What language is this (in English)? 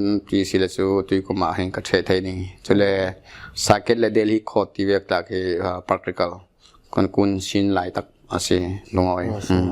Falam Chin